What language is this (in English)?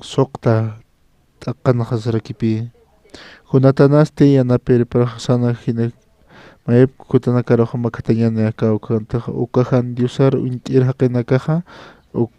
Aymara